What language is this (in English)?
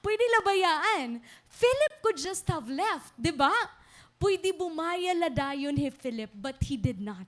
Waray